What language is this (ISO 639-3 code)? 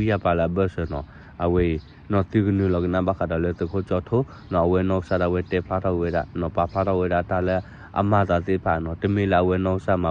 ksw